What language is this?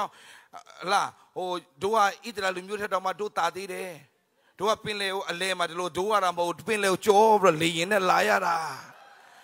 Burmese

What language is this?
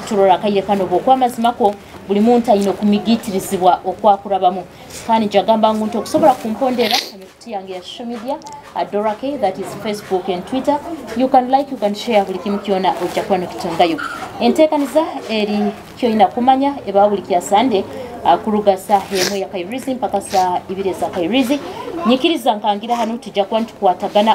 Nyoro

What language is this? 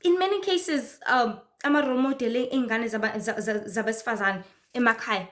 Zulu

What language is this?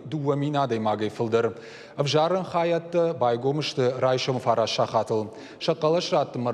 Ossetic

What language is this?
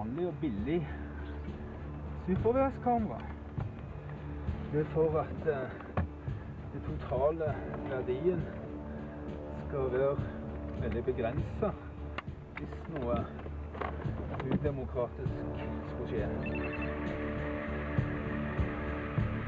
Norwegian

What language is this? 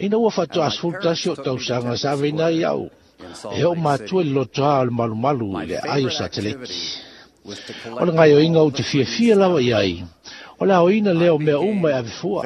Samoan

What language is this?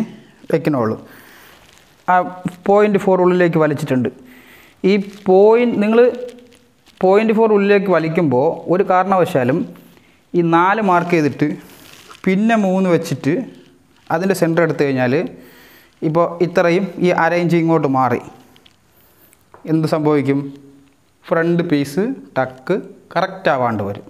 Malayalam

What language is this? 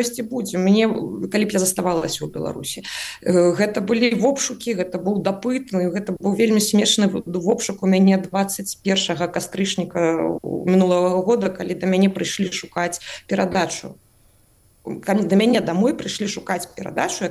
Belarusian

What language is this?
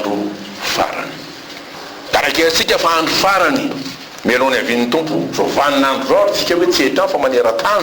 Malagasy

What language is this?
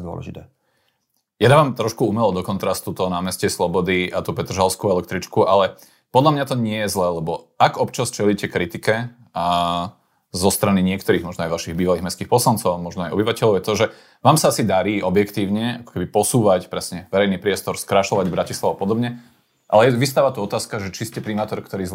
Slovak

